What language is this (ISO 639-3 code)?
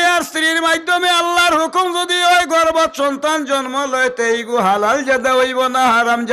syl